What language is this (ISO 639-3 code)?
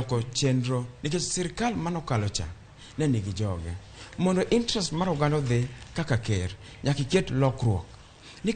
luo